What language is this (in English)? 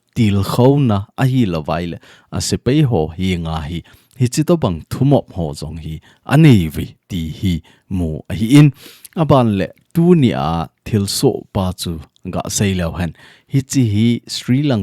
Thado Chin